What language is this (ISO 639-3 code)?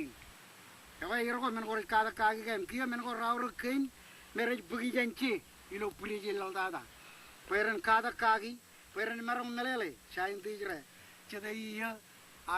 mah